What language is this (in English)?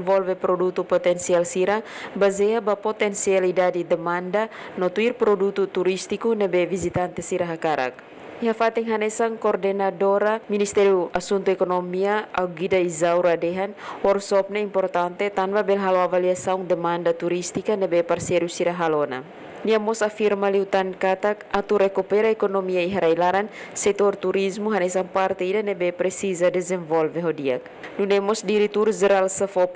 Tetum